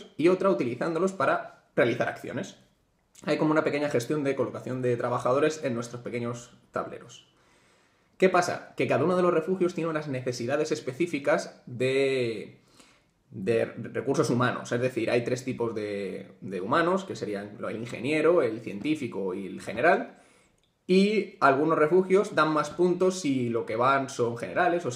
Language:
Spanish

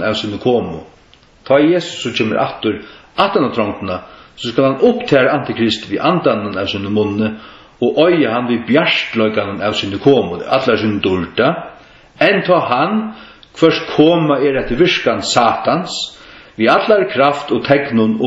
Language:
Faroese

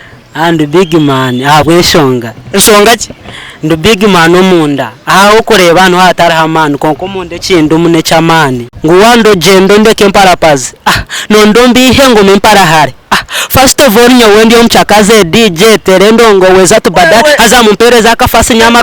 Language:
Nyankole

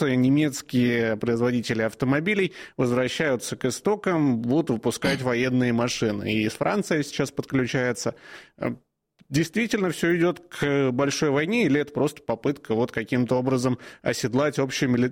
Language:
Russian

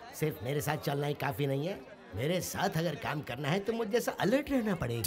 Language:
Hindi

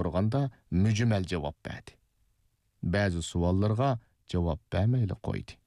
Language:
Uyghur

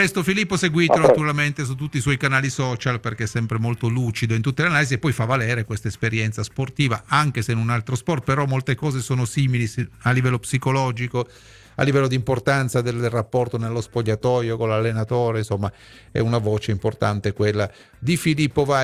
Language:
Italian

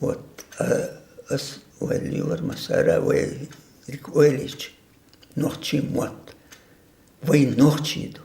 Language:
Chechen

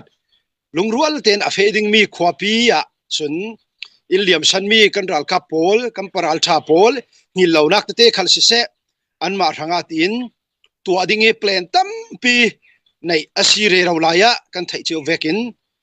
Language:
Falam Chin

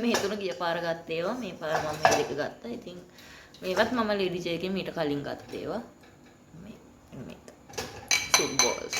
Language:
Sinhala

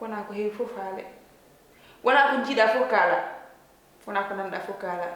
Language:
Fula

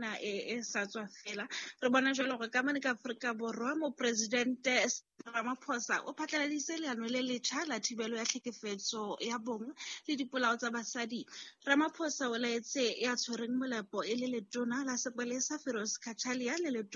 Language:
Southern Sotho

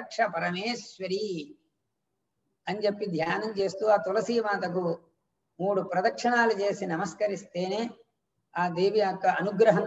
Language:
Telugu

